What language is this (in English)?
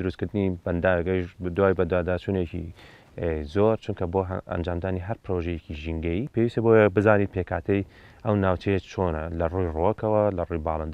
Central Kurdish